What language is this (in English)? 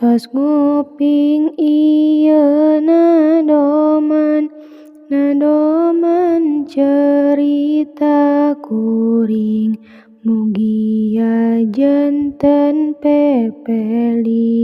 Sundanese